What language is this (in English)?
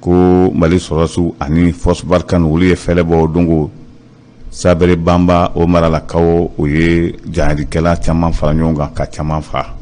Bambara